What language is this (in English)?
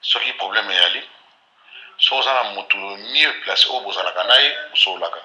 Lingala